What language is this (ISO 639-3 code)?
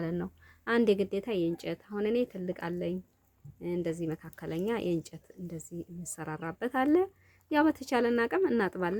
amh